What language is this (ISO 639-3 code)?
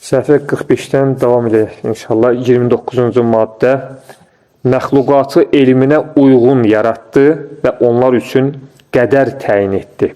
aze